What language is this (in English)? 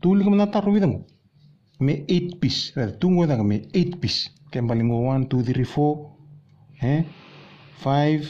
Fijian